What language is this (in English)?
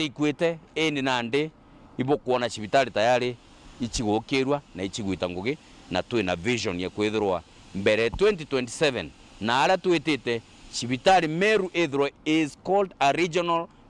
Meru